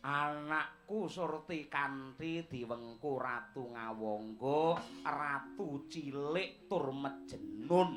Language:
Javanese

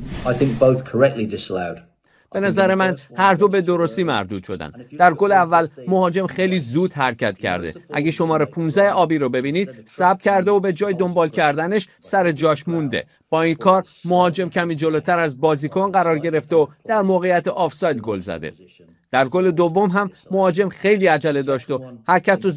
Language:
Persian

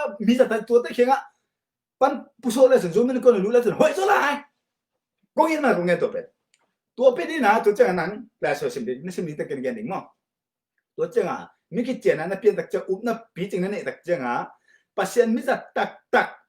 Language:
Tedim Chin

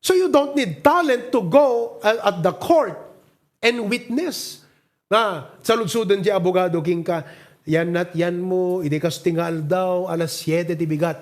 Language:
Iloko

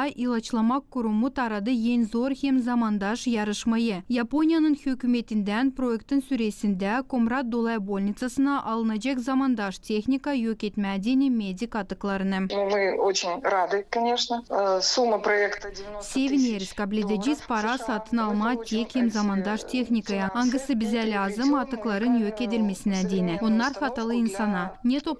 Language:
Gagauz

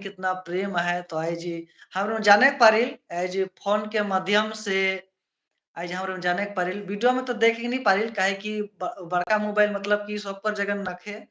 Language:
Sadri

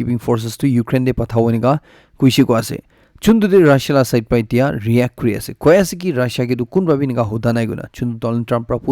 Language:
Naga Pidgin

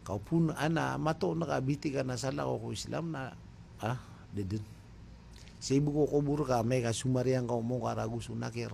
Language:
Maranao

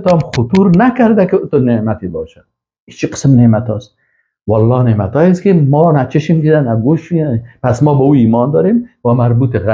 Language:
Persian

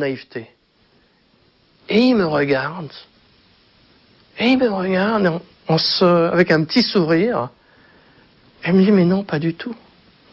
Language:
French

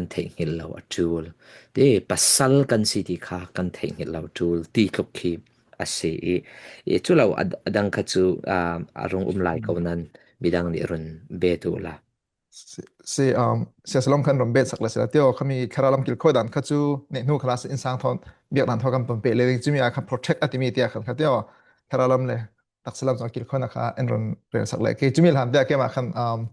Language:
Falam Chin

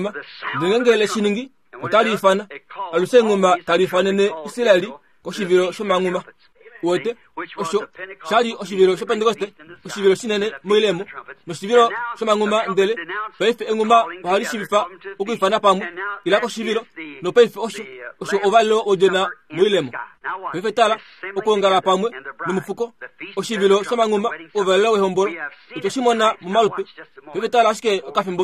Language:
Kuanyama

